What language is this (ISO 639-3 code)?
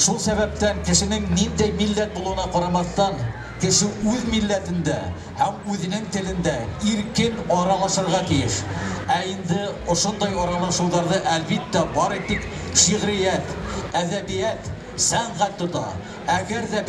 bak